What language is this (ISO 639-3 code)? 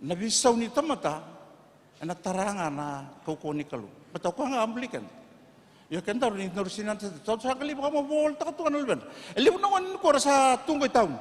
fij